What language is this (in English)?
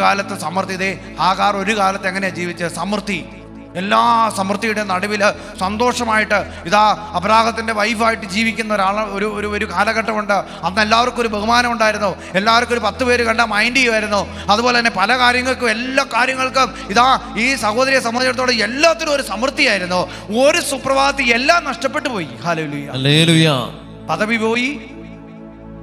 Malayalam